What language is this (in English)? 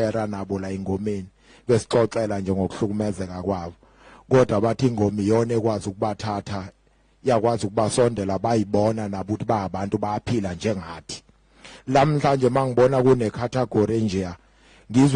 Zulu